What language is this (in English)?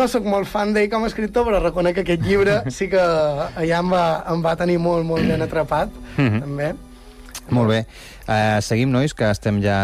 Catalan